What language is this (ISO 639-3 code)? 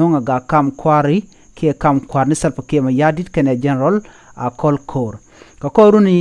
nus